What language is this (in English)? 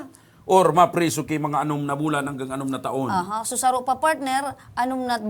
Bikol